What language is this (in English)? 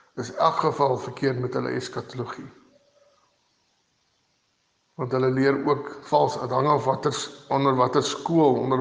Afrikaans